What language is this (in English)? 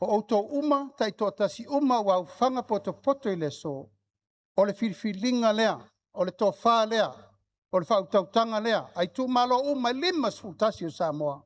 Samoan